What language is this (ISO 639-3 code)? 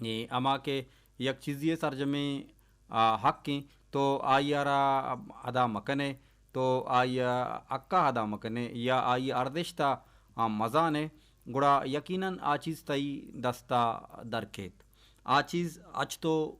bal